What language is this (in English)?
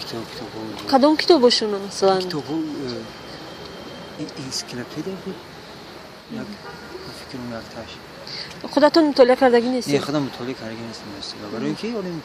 Tajik